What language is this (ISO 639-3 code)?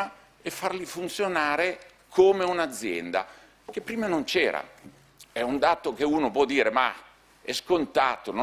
ita